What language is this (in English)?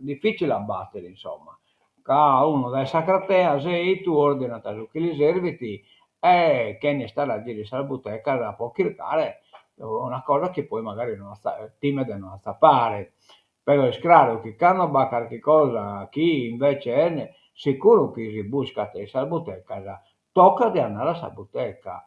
Sardinian